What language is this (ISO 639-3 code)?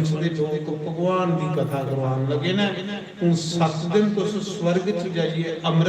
doi